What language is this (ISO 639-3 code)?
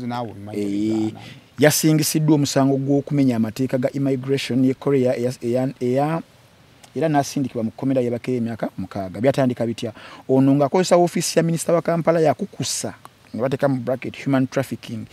lug